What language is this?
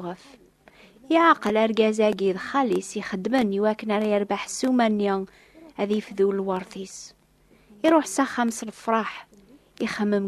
Kabyle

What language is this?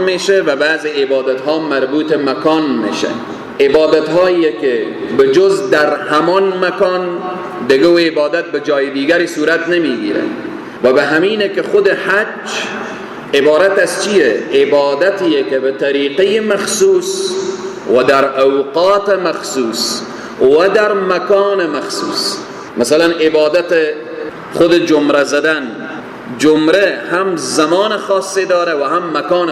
Persian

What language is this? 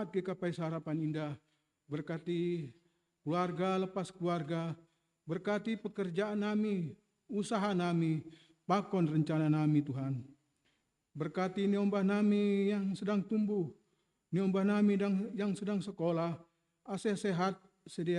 Batak Simalungun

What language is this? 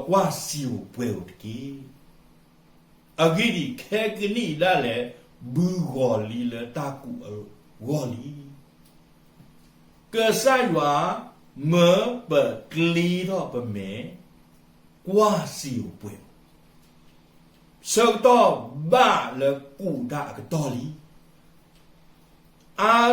S'gaw Karen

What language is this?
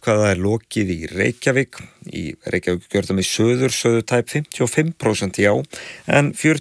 Icelandic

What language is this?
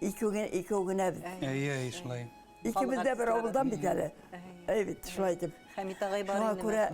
Bashkir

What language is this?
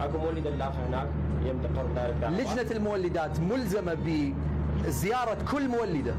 Mesopotamian Arabic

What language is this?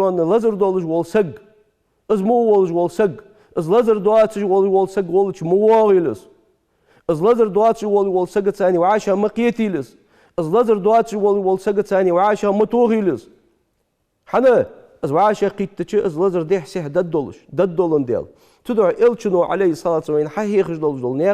Ingush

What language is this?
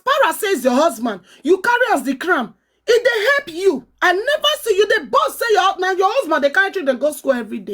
Nigerian Pidgin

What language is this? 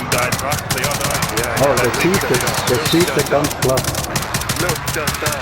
Swiss German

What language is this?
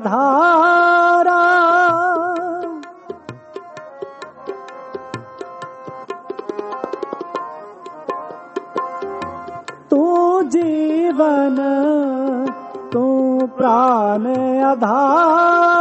Hindi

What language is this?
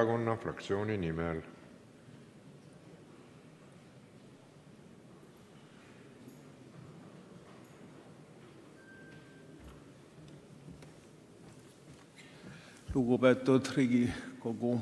Estonian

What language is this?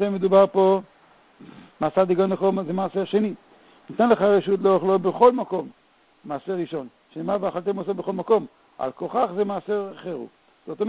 Hebrew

